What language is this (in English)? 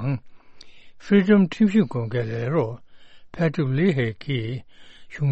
Tibetan